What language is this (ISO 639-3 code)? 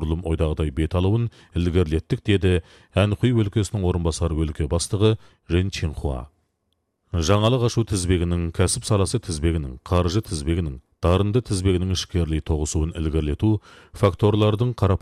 kaz